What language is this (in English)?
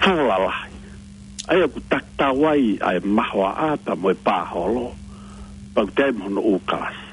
Tongan